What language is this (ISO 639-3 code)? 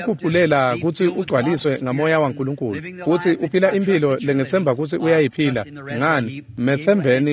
ssw